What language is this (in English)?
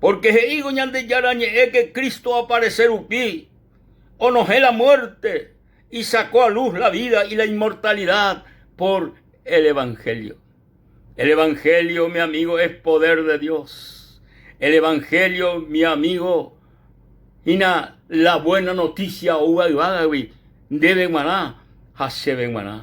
Guarani